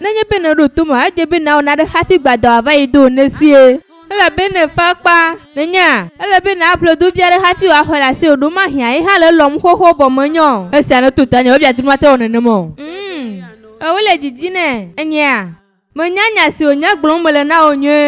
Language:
Ewe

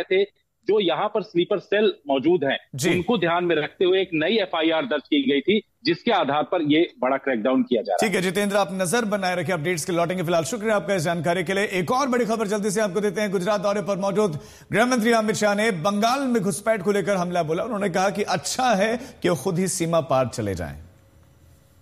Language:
Hindi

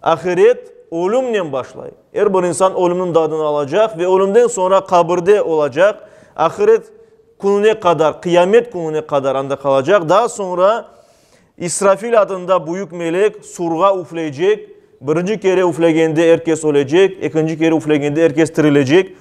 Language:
Crimean Tatar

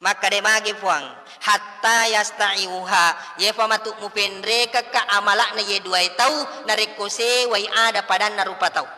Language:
Buginese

